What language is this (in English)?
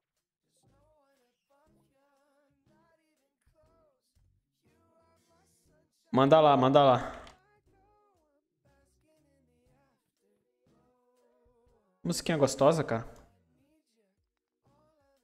Portuguese